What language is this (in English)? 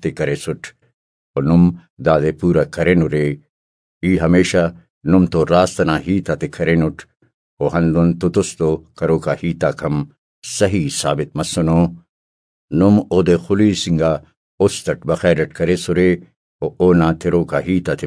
Brahui